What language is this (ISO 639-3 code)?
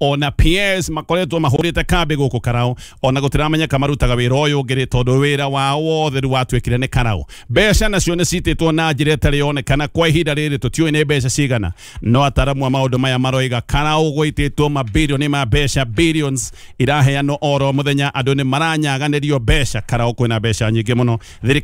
kik